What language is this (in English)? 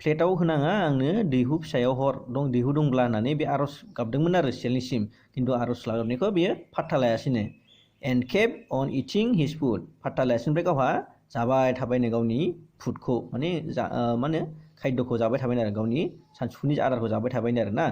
Bodo